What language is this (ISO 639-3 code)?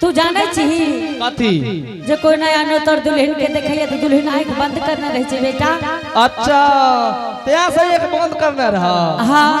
anp